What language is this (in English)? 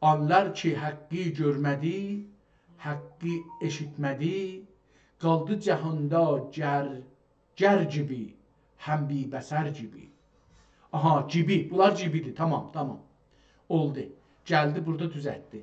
South Azerbaijani